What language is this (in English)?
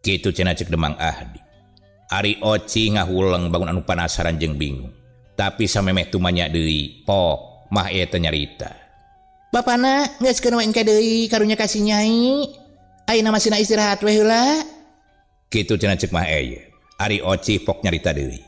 Sundanese